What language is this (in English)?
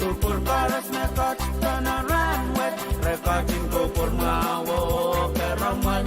Pohnpeian